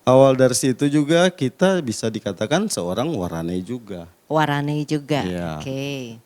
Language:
Manado Malay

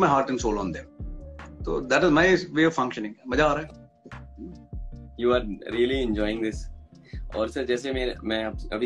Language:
Hindi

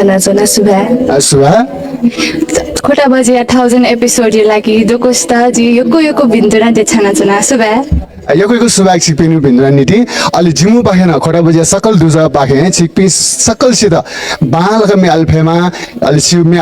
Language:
Newari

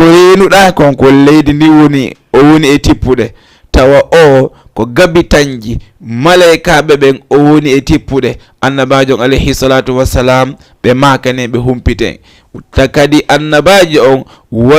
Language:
Fula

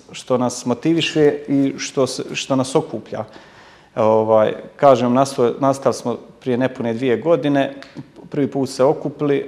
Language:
Bosnian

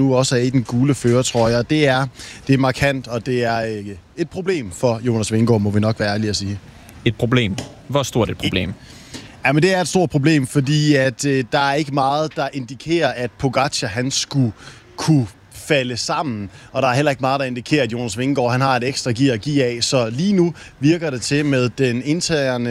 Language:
Danish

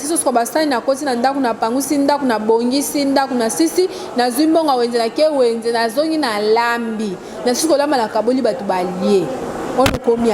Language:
Lingala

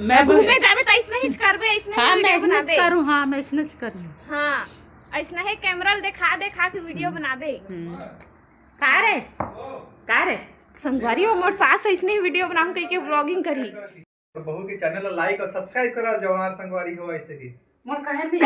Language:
Chhattisgarhi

